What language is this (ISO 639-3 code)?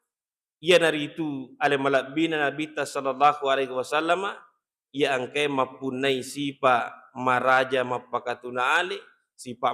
bug